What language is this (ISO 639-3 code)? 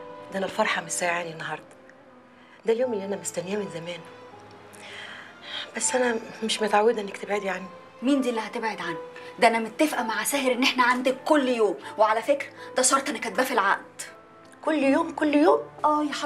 arz